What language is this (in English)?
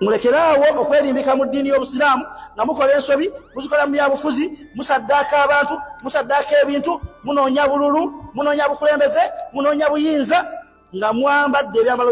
Ganda